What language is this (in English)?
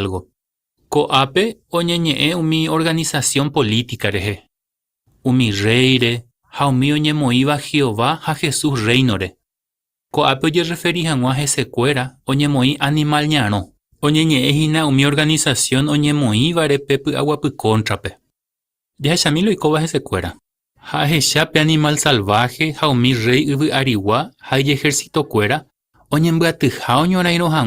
Guarani